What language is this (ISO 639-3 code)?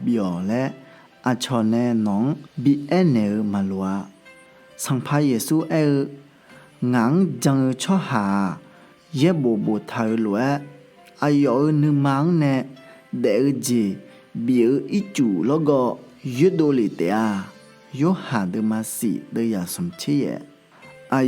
ahk